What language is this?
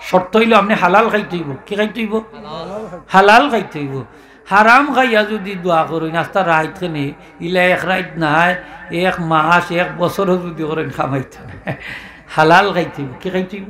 Sylheti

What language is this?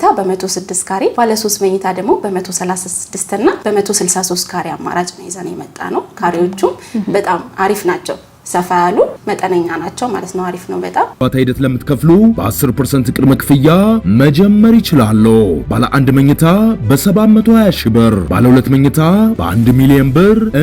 Amharic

